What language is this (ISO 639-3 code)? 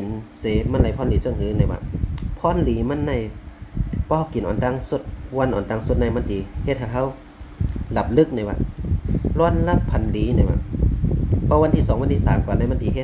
shn